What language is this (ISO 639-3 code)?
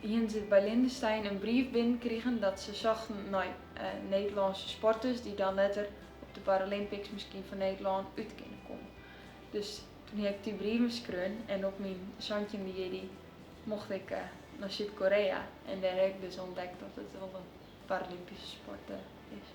fry